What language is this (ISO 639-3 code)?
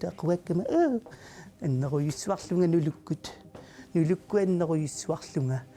kal